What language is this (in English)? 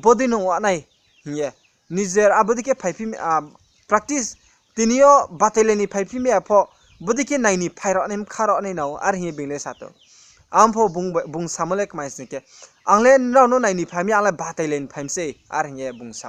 Riang (India)